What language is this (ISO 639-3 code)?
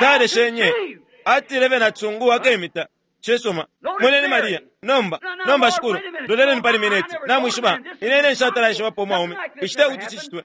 bem